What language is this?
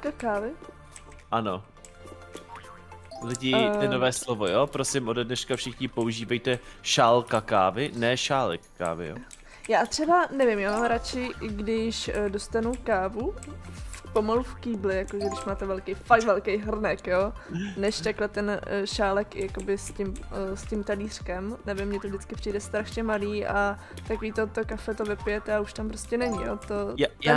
Czech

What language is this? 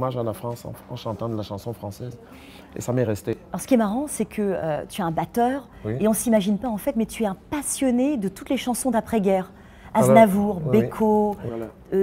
French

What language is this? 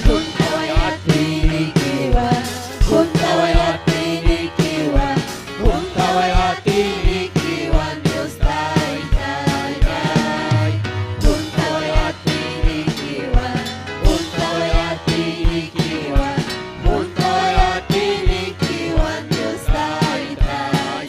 Ayacucho Quechua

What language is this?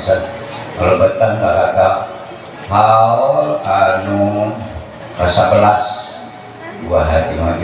Sundanese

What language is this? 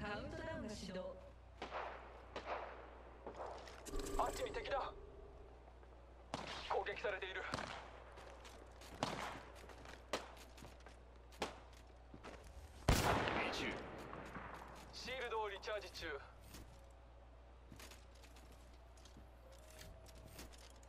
Japanese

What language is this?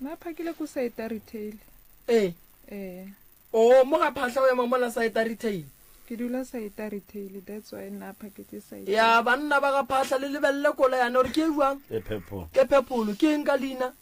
Northern Sotho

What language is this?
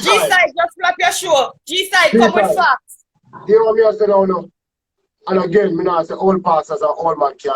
Jamaican Creole English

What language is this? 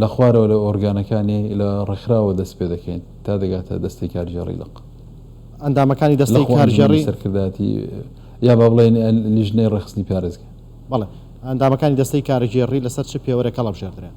Central Kurdish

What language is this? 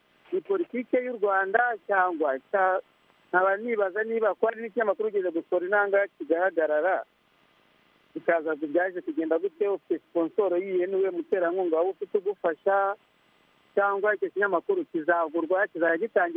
Kinyarwanda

